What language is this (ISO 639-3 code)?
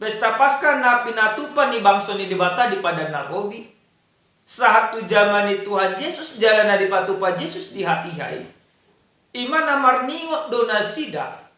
bbc